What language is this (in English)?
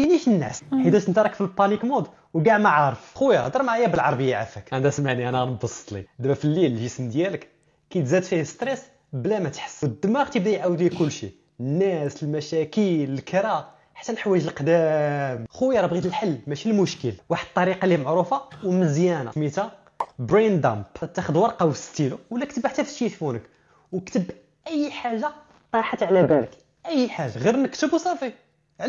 Moroccan Arabic